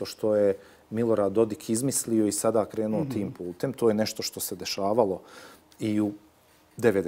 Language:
Bosnian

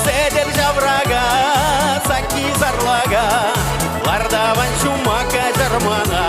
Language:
Chuvash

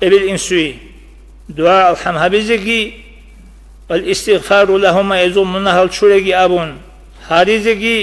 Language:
Avaric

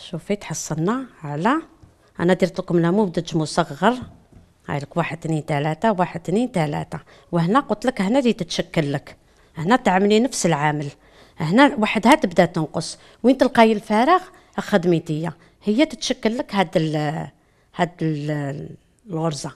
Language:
Algerian Arabic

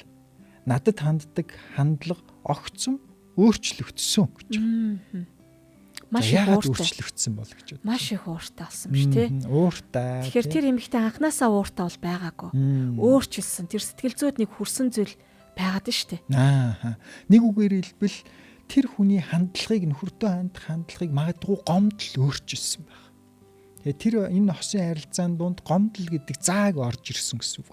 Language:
Mongolian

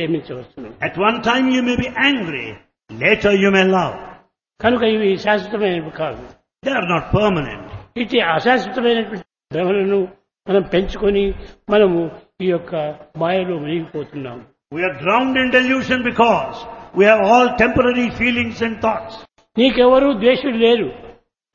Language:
Telugu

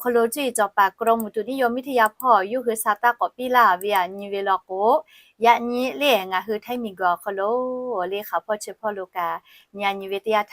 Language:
Lahu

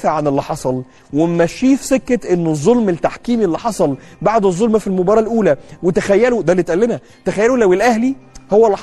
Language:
Egyptian Arabic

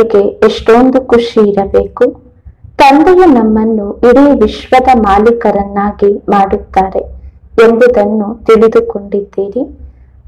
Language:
Kannada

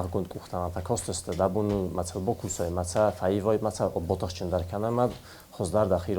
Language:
Ossetic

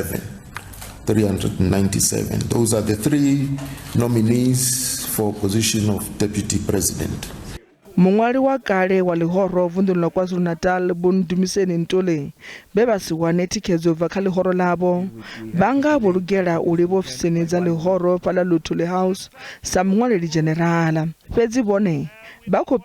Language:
Venda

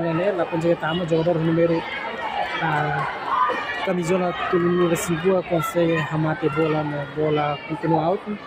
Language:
Tetum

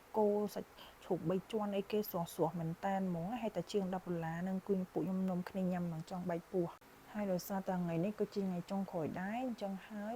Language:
Khmer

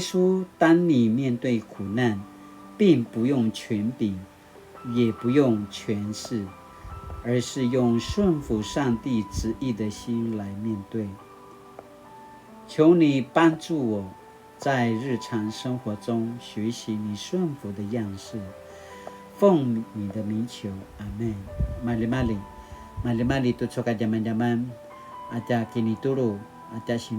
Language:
Paiwan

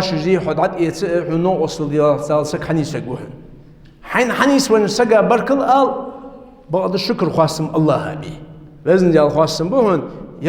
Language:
Ingush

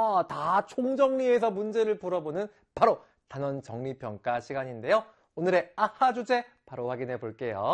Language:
Korean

